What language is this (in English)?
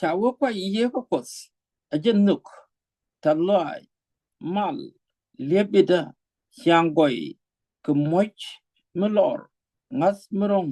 Nuer